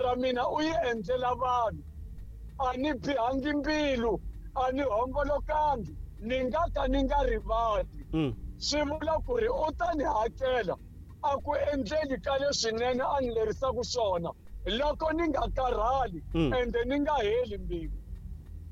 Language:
Tsonga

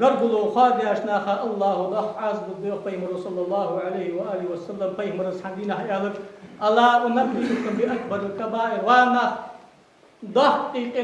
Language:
Ingush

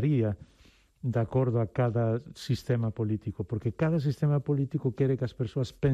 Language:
Galician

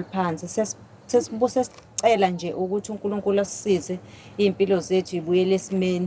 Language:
Zulu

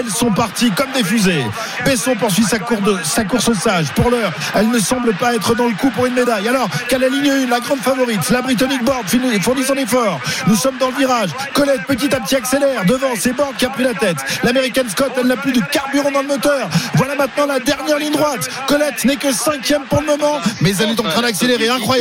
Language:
French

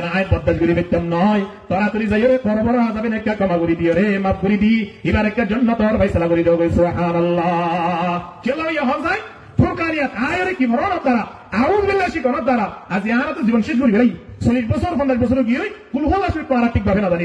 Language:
Rohingya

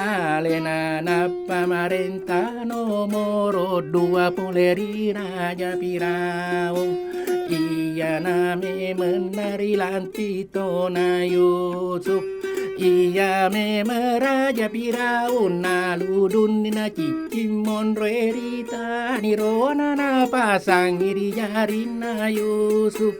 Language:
Buginese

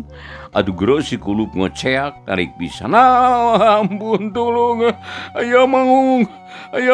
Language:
Sundanese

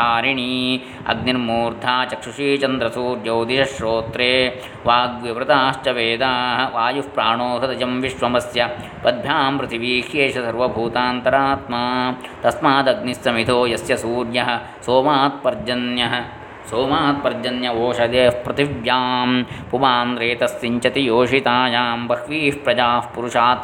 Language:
Sanskrit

